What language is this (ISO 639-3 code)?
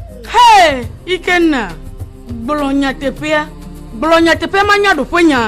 ewe